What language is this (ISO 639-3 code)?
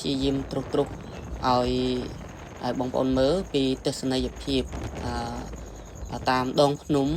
khm